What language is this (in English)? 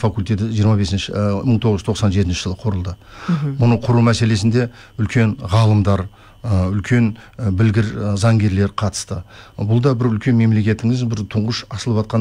Kazakh